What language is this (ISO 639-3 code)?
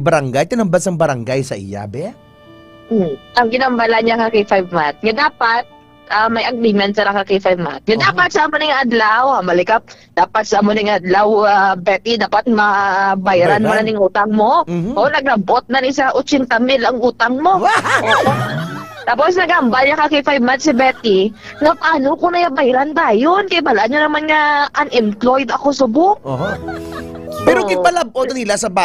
hil